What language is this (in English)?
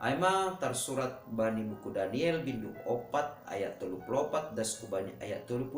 Batak Simalungun